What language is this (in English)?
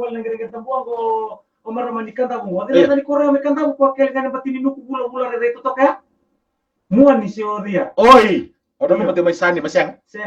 Fijian